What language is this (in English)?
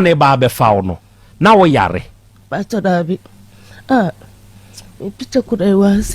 Akan